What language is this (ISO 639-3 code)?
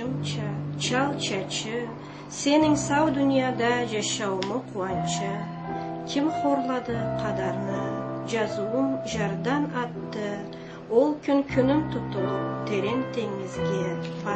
krc